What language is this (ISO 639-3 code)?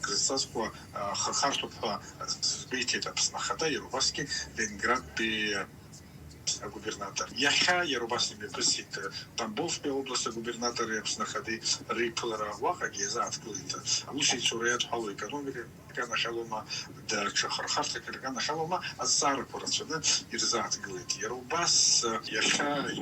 abk